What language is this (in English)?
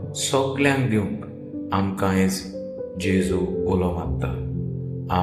Konkani